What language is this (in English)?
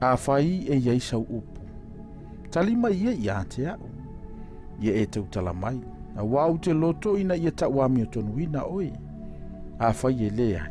Samoan